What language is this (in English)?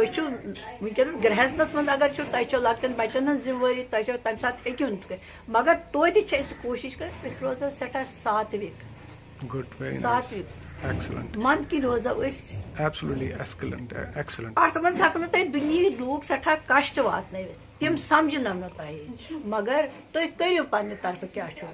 Kashmiri